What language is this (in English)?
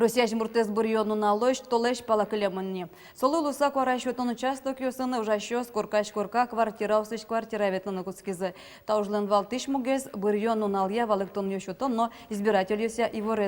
Udmurt